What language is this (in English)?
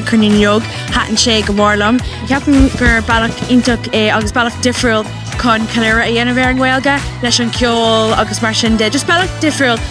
Irish